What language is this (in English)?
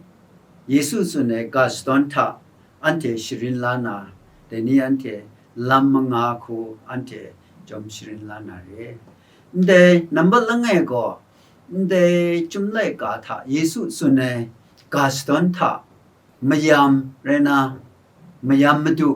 Kachin